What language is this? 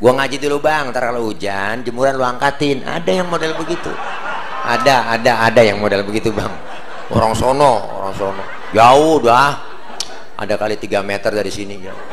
Betawi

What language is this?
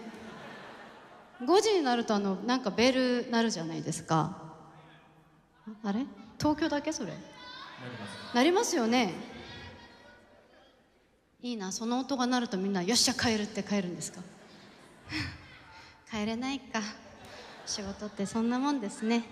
Japanese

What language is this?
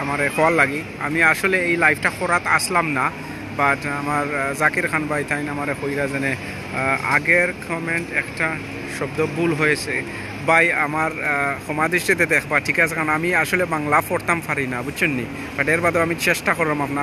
Sylheti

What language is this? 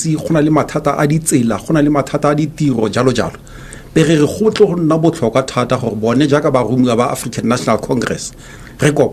Tswana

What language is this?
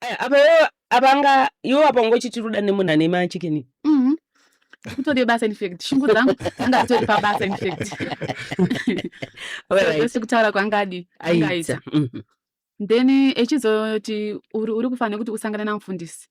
Shona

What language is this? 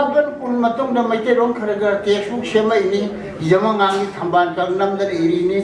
Manipuri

